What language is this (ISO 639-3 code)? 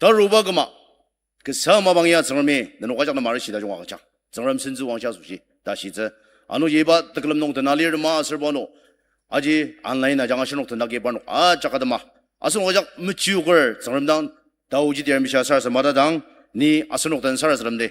njo